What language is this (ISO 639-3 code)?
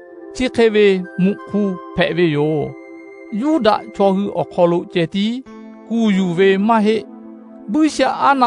lhu